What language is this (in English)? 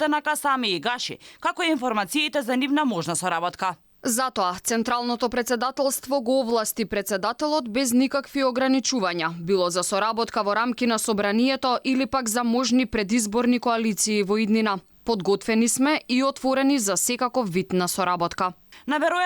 Macedonian